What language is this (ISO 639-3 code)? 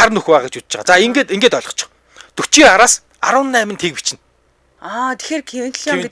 mon